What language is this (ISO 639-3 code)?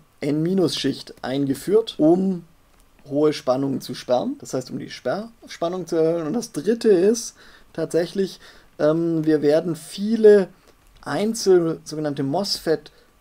deu